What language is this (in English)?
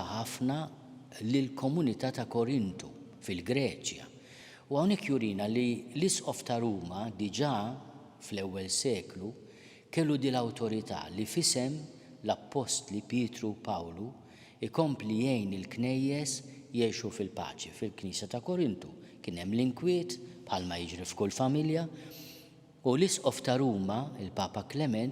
Maltese